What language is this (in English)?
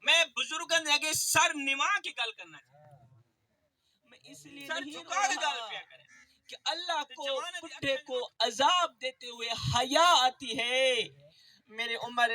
Saraiki